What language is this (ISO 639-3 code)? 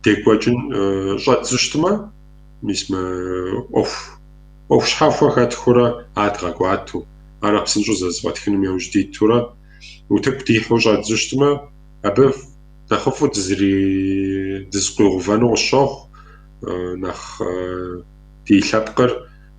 kbd